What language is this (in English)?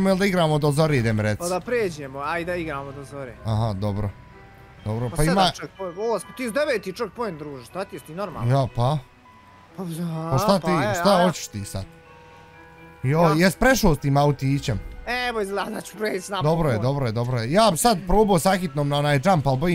Bosnian